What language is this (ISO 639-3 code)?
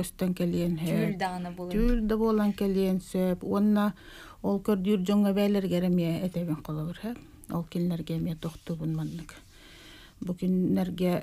sah